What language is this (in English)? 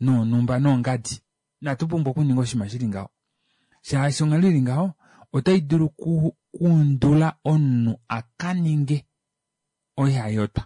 Kuanyama